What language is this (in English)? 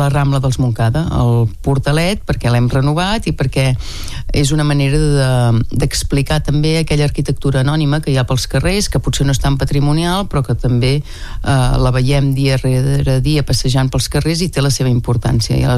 Catalan